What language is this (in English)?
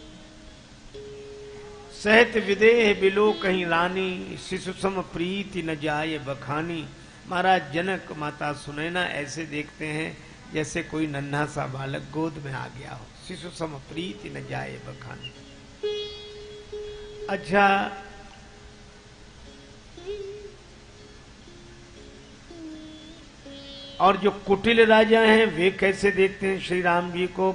Hindi